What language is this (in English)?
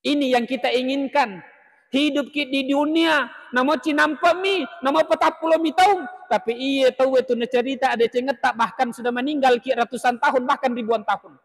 Buginese